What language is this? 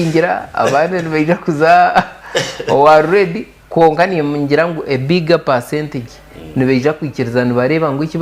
Nyankole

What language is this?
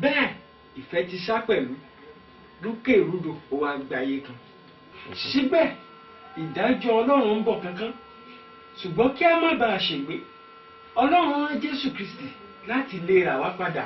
Yoruba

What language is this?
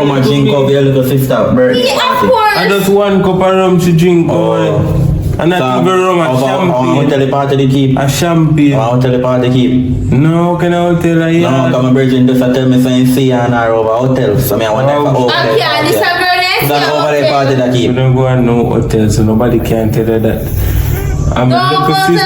Jamaican Creole English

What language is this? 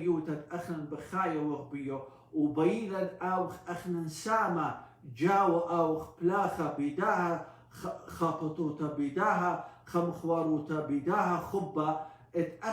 Assyrian Neo-Aramaic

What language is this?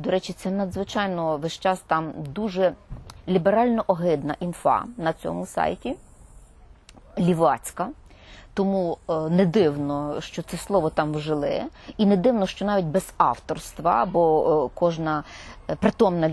Ukrainian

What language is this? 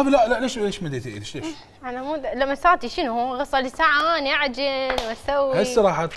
Mesopotamian Arabic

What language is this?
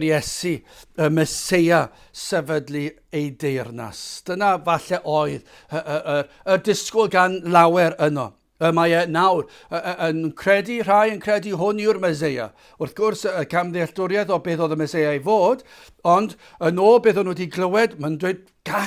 Welsh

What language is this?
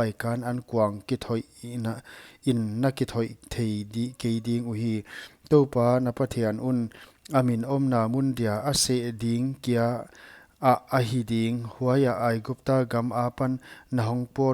Paite Chin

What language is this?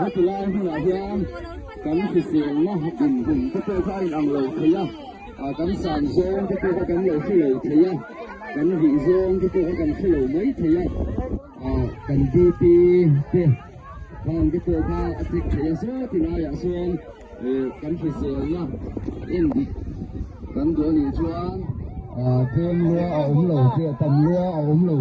Mizo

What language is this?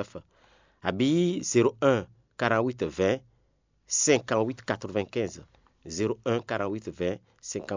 Fon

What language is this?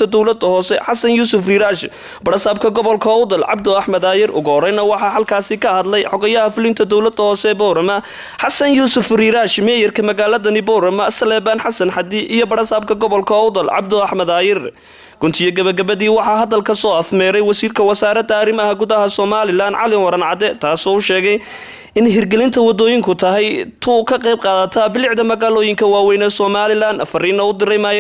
Somali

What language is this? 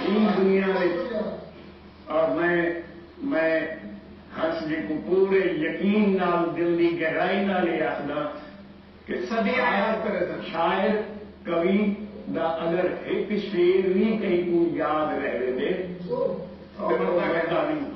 Saraiki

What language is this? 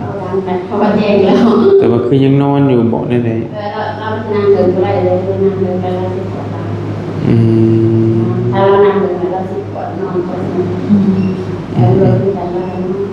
Northeastern Thai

